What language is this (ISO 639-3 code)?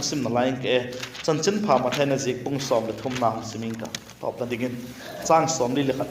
vap